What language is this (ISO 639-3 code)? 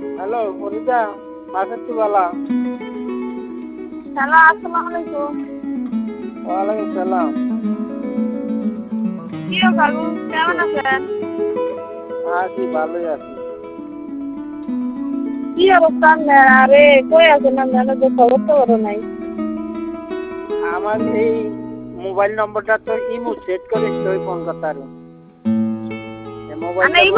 ben